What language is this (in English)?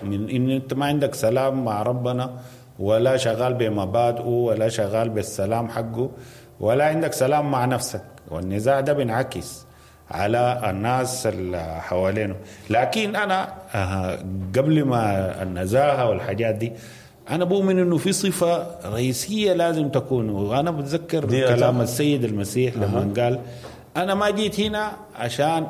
Sudanese Arabic